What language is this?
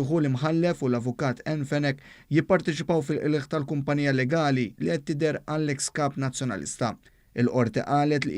Maltese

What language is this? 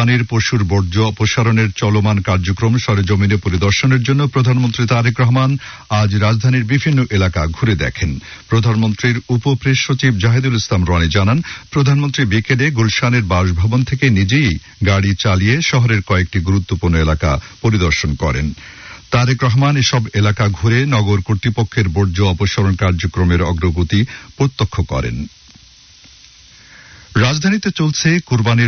Bangla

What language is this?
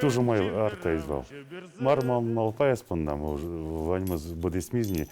Udmurt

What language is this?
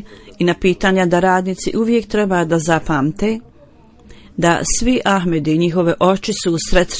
Bosnian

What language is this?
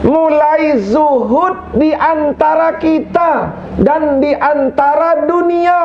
Sasak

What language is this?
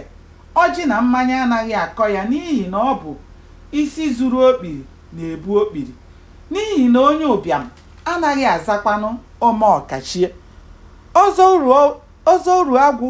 Igbo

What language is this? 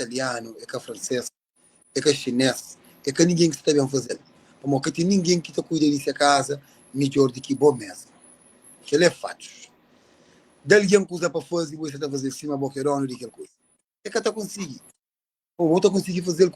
Kabuverdianu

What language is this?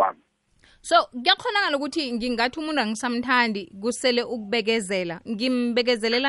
South Ndebele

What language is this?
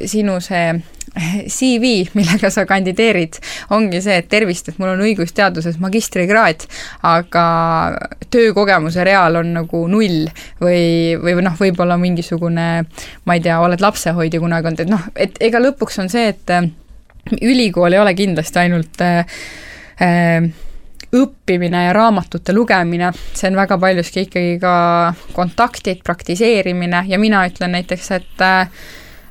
Estonian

